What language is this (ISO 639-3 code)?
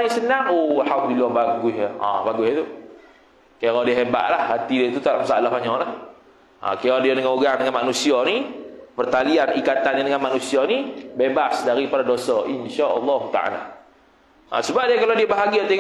msa